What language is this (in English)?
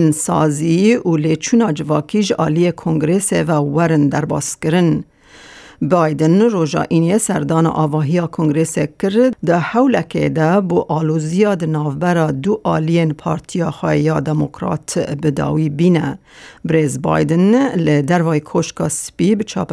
Kurdish